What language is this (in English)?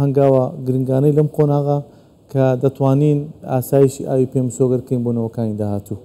Central Kurdish